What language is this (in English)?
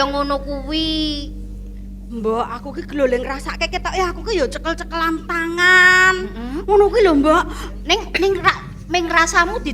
Javanese